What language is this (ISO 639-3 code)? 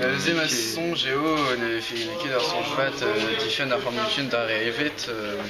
bre